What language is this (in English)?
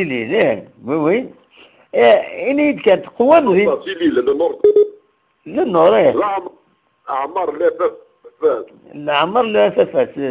Kabyle